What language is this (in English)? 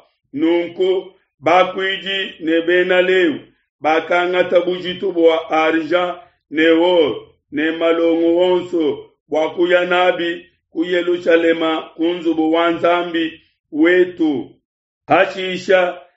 Luba-Lulua